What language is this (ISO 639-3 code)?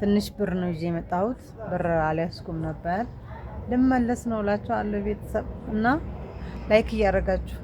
amh